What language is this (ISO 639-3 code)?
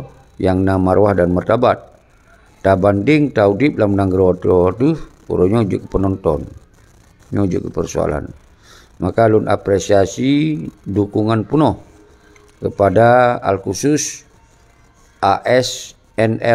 ace